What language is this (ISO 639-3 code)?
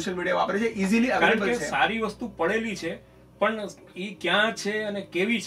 guj